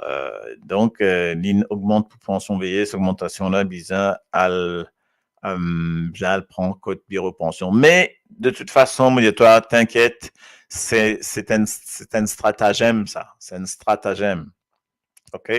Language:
Morisyen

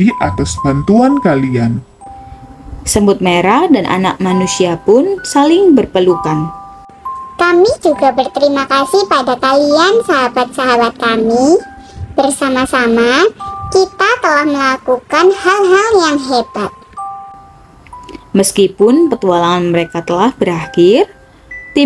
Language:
Indonesian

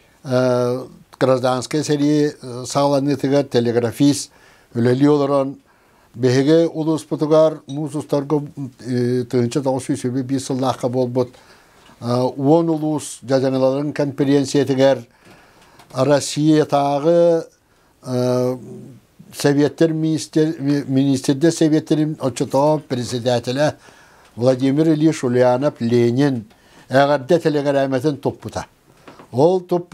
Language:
Yakut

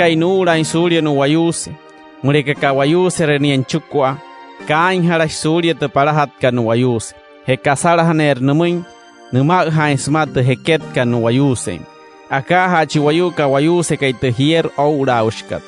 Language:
Wayuu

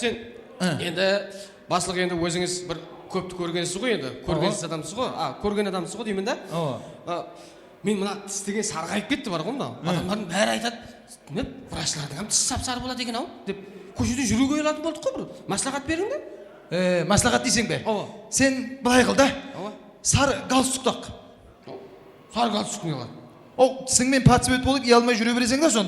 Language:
Kara-Kalpak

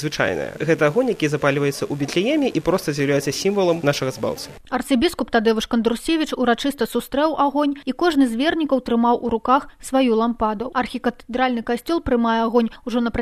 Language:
Belarusian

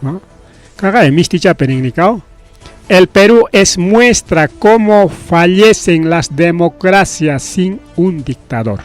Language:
Ayacucho Quechua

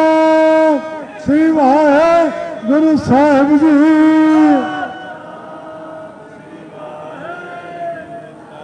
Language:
Punjabi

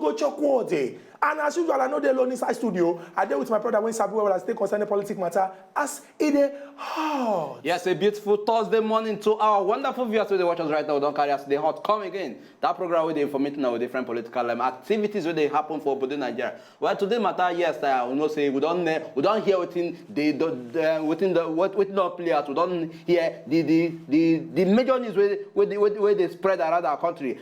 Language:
Nigerian Pidgin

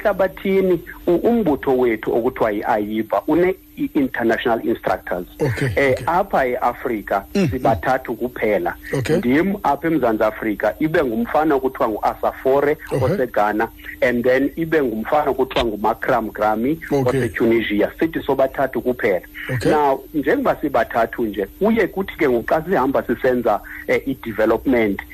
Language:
Xhosa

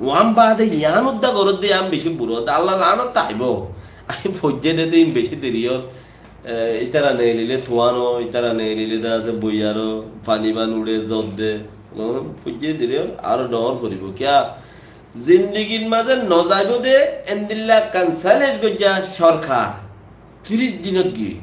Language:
Rohingya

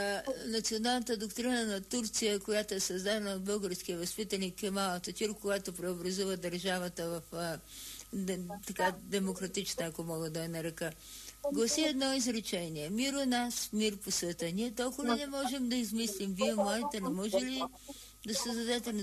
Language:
Bulgarian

